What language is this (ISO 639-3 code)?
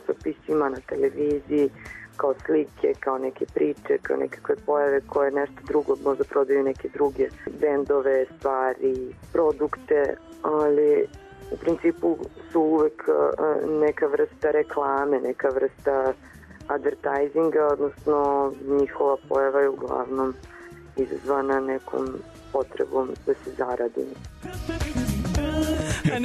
srp